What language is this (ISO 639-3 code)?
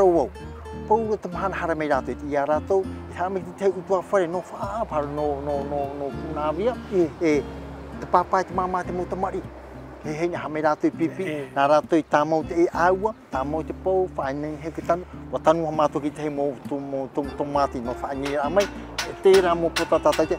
tah